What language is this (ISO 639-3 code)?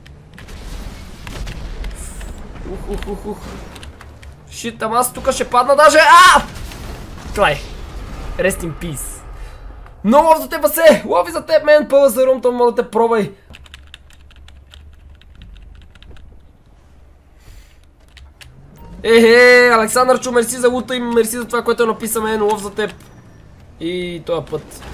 bul